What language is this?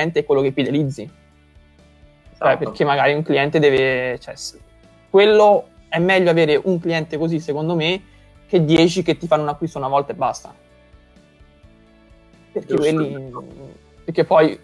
Italian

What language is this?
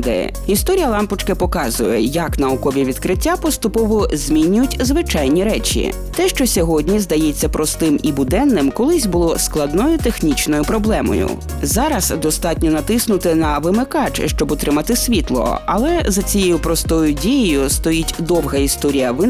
Ukrainian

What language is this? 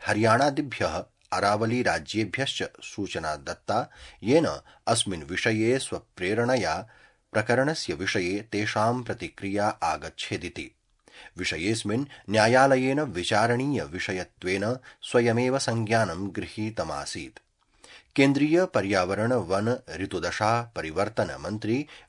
Sanskrit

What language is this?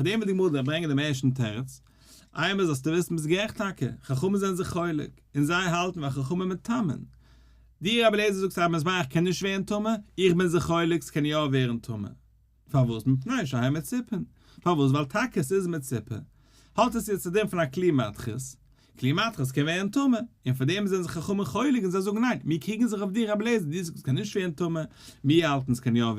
Yiddish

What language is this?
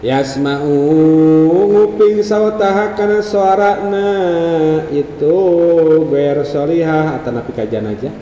Sundanese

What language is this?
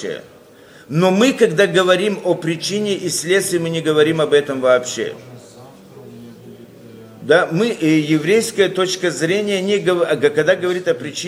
Russian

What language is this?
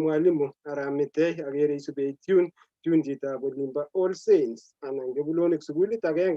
Kalenjin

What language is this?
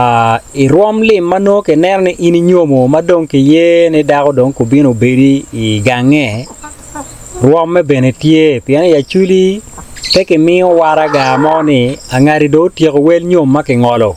Acoli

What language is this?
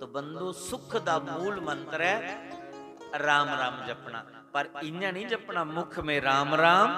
Dogri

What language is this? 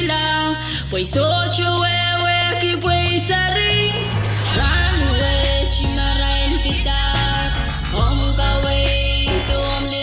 Pohnpeian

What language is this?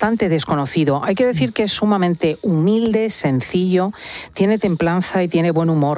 Spanish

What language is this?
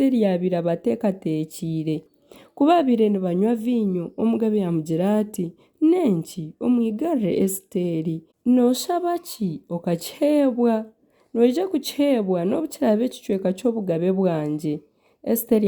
Nyankole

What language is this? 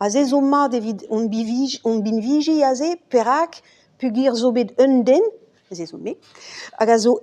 Breton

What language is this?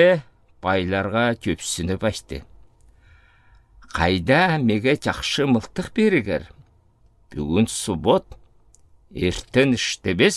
Southern Altai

